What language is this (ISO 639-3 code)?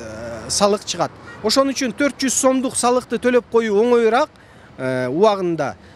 kir